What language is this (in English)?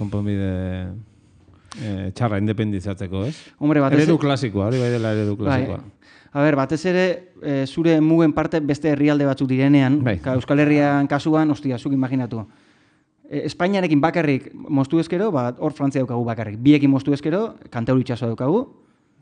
Basque